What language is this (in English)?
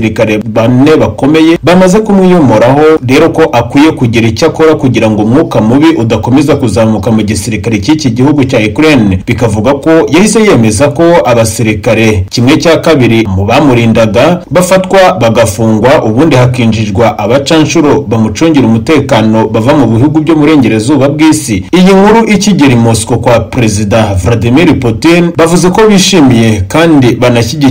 Kinyarwanda